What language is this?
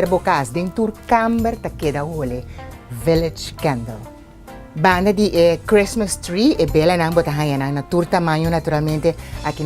Papiamento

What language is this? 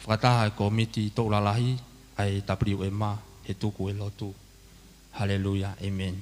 Tongan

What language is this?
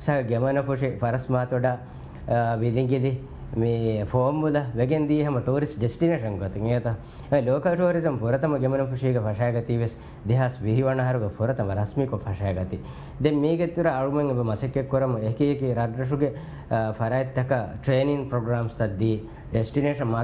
Divehi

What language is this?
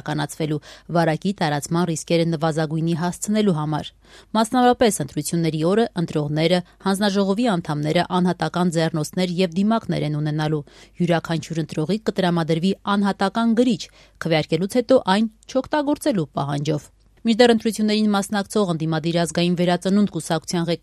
Armenian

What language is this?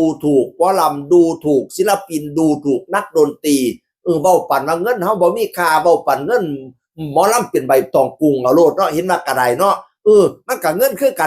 Northeastern Thai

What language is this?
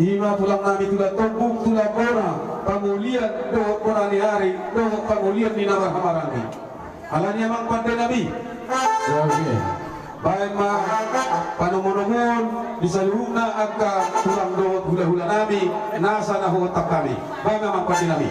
Batak Toba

